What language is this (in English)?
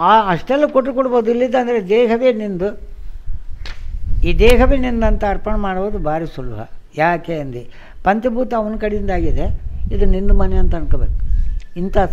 Kannada